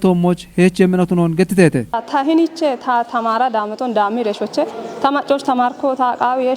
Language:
Kafa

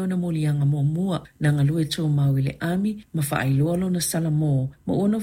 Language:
Samoan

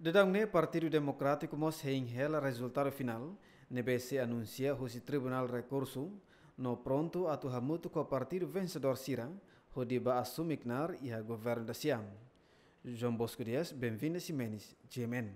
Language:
Tetum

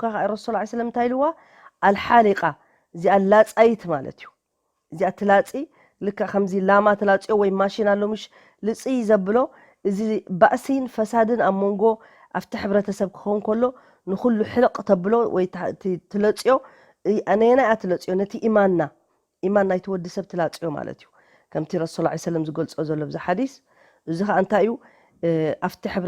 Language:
Tigrinya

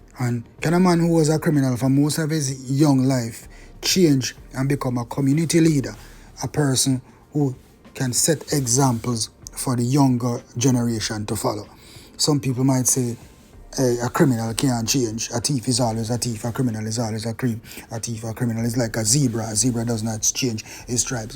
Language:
Jamaican Creole English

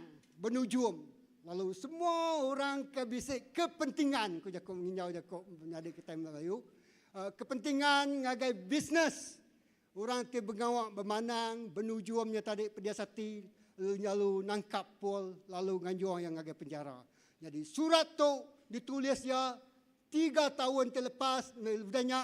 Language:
Iban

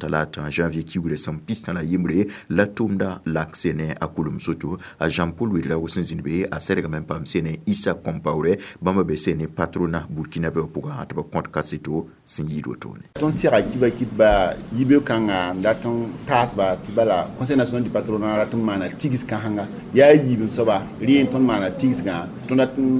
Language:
Mossi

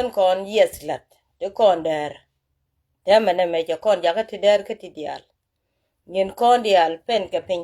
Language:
Nuer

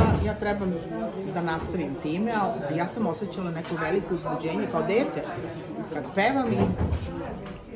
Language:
Serbian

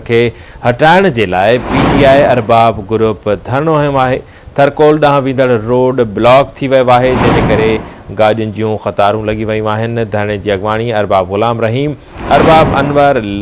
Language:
Sindhi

